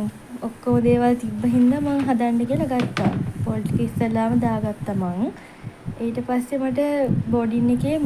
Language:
Sinhala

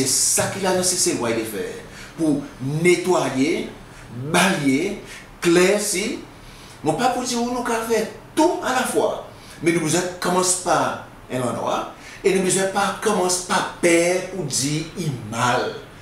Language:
Seselwa Creole French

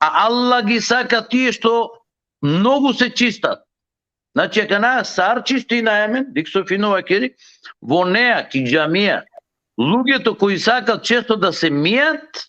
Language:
Balkan Romani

